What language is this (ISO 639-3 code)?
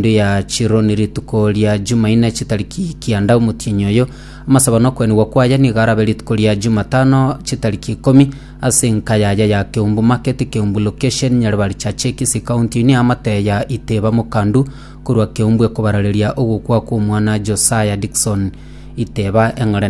guz